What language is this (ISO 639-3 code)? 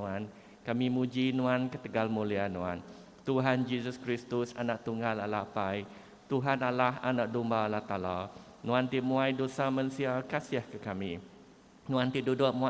iba